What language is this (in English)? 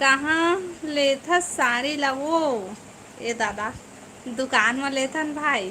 Chhattisgarhi